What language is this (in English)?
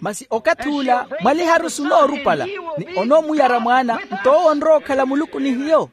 Makhuwa